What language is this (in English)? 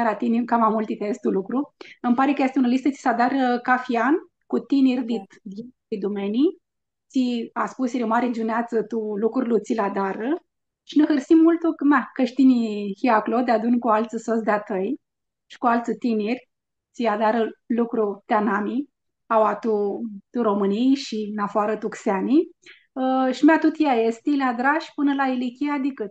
Aromanian